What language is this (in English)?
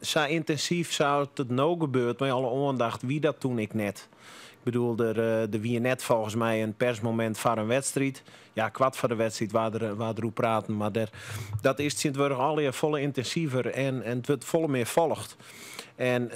Western Frisian